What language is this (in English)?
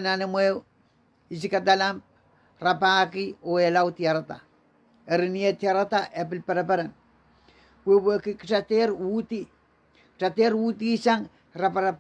Pohnpeian